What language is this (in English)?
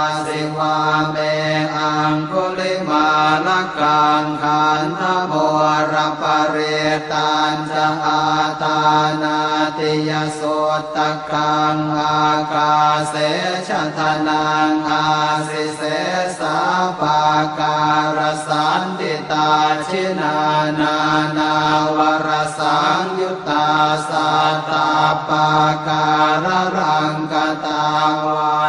Pali